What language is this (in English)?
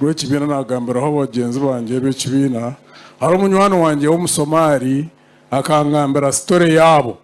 Nyankole